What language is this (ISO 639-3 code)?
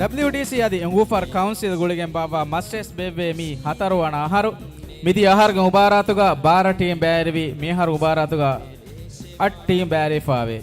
div